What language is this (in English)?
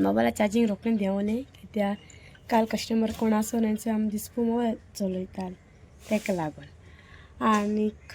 Konkani